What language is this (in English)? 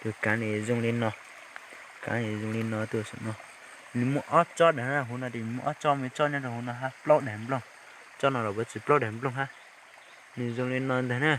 Hmong